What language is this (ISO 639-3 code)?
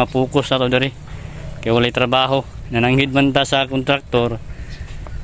ceb